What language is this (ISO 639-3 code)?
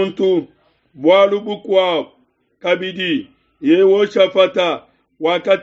lua